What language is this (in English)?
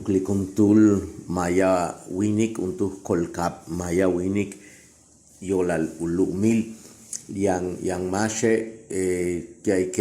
Yucateco